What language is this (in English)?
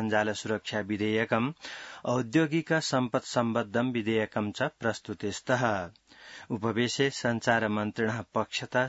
Sanskrit